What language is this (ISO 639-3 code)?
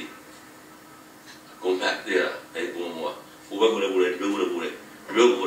mya